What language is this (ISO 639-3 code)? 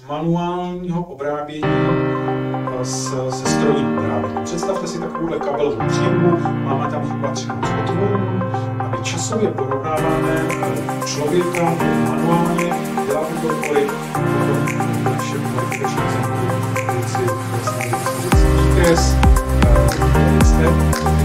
ces